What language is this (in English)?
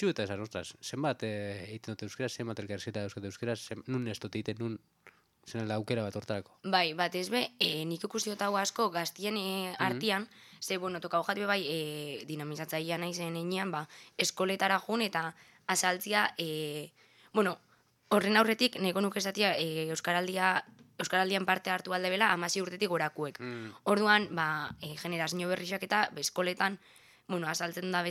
Basque